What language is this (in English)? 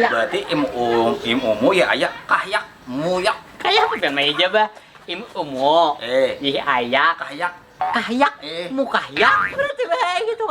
Banjar